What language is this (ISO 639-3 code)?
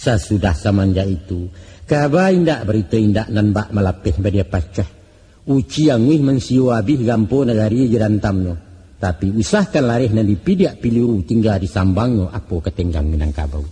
min